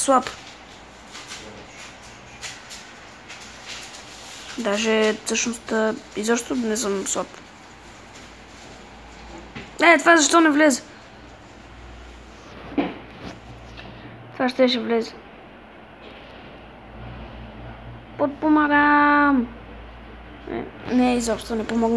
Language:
Bulgarian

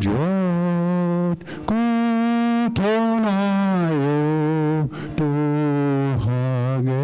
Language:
Mohawk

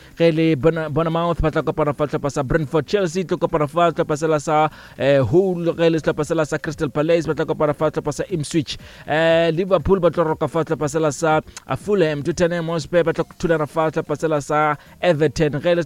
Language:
Northern Sotho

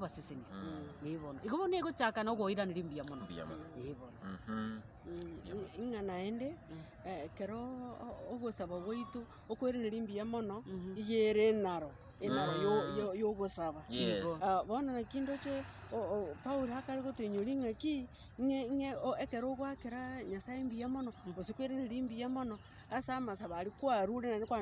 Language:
Gusii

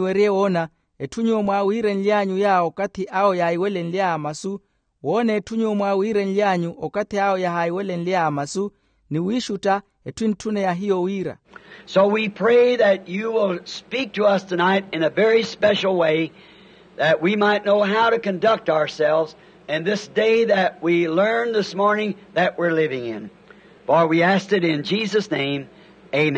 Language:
Makhuwa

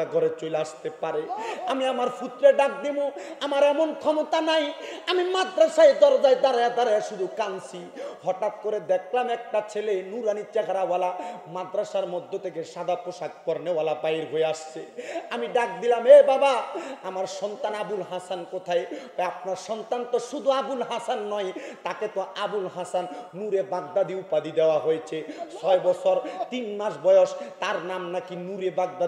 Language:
Bangla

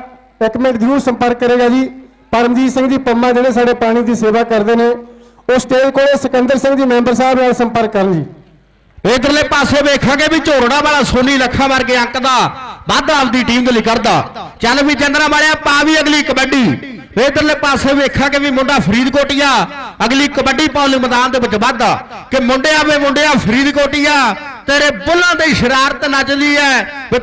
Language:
Punjabi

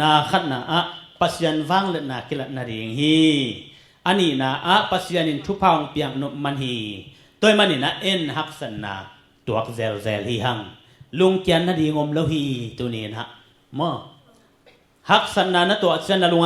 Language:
Tedim Chin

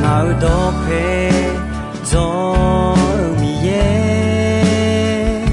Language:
Akha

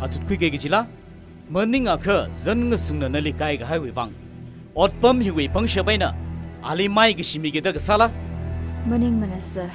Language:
Tangkhul Naga (India)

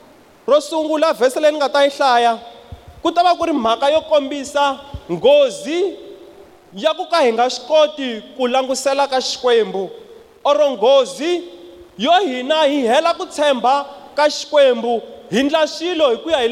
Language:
Tsonga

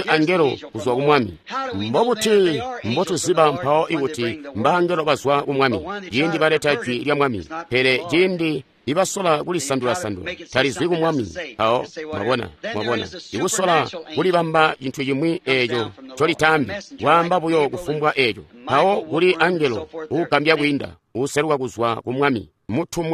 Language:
Tonga (Zambia)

